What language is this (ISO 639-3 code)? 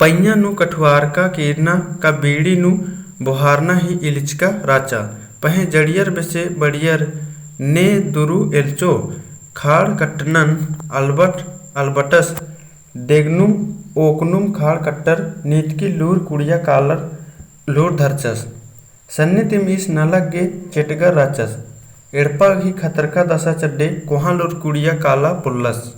kru